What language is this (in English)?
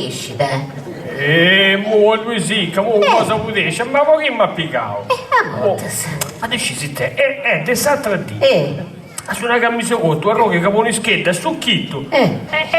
Sardinian